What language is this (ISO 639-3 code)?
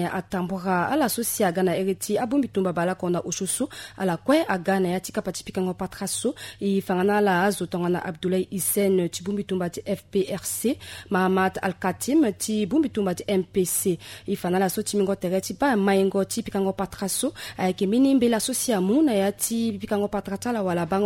sag